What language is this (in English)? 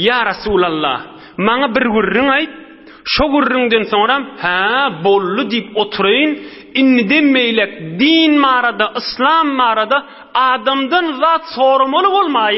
Turkmen